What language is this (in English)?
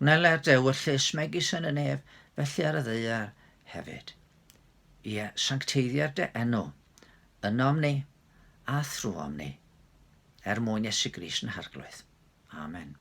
Welsh